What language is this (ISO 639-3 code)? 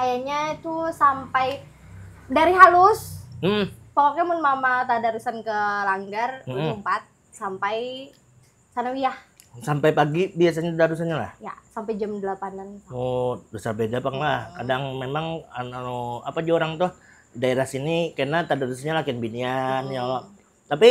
bjn